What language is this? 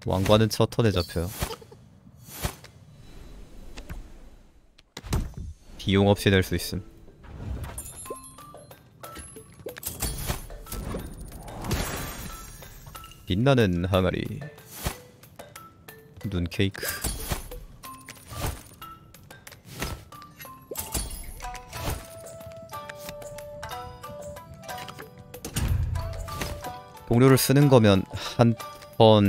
Korean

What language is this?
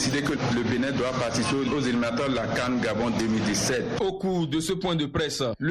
French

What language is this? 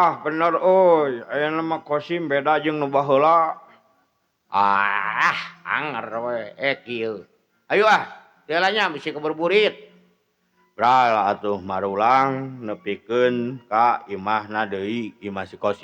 Sundanese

